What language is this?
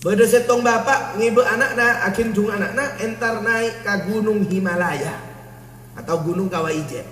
Madurese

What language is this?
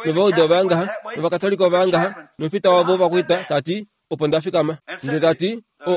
Kuanyama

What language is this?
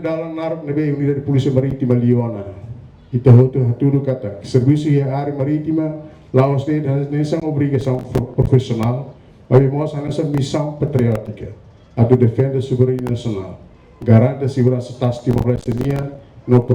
Tetum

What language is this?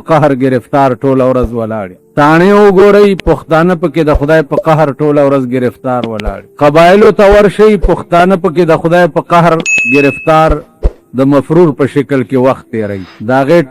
Pashto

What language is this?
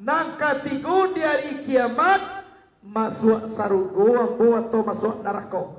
Minangkabau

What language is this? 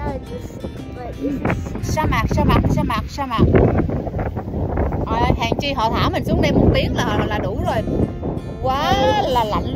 Vietnamese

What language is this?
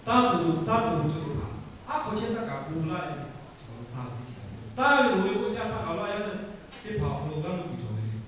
Lahu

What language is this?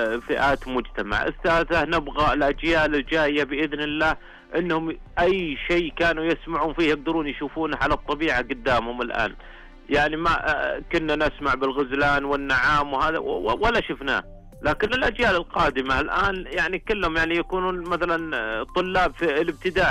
Najdi Arabic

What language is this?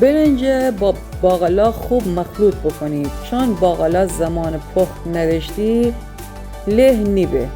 Gilaki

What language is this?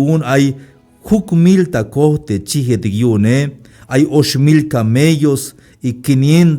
Tzeltal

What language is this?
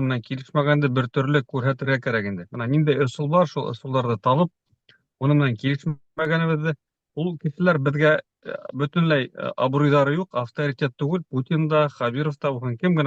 Bashkir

